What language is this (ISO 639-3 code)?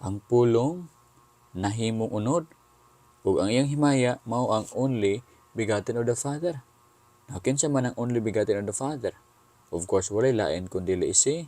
ceb